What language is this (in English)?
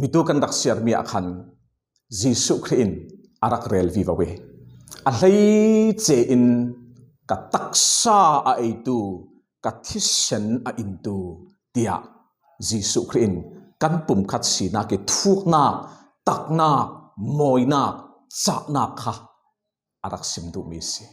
Falam Chin